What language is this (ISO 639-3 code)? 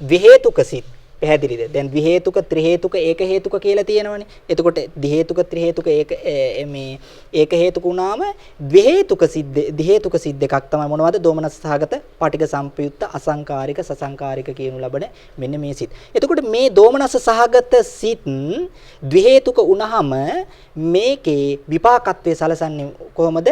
sin